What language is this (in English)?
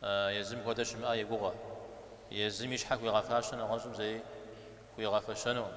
Kabardian